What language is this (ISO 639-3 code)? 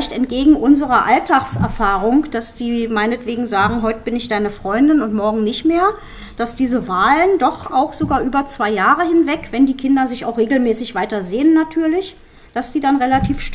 deu